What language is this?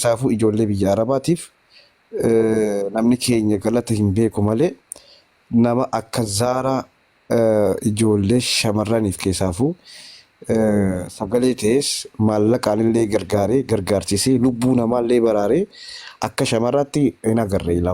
Oromo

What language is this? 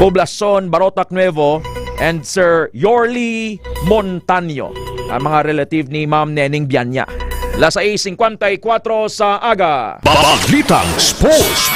Hiligaynon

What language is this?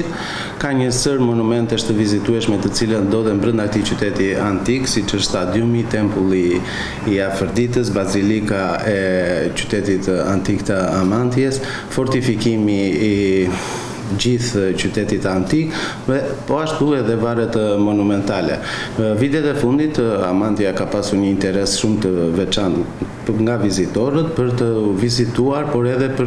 Albanian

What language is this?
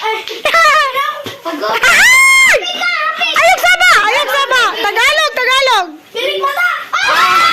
Cebuano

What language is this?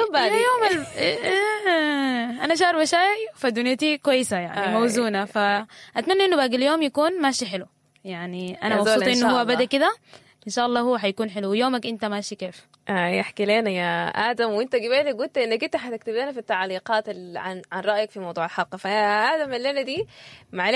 Sudanese Arabic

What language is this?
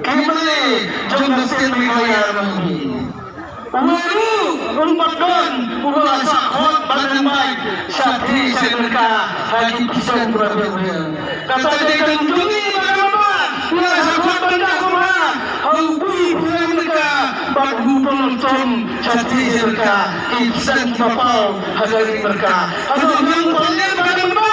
Khasi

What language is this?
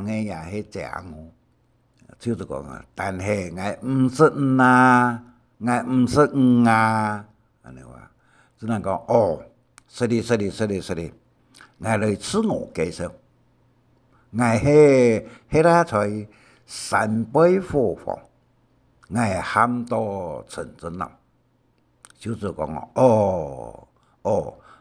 Hakka Chinese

